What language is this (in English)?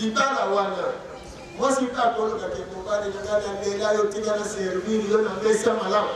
Lingala